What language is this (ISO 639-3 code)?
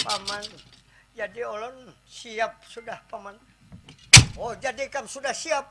bjn